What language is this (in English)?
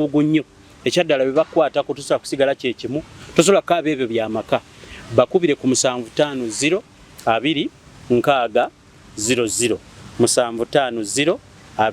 Ganda